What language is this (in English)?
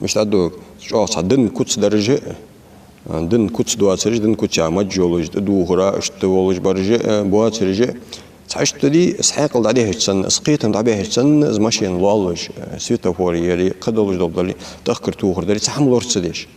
Ingush